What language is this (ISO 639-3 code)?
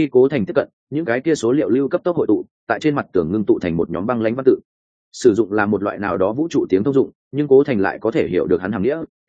vie